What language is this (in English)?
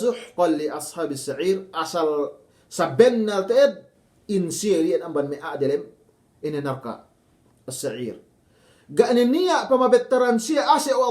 Yakan